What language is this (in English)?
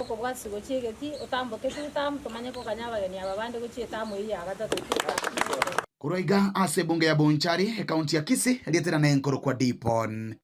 Gusii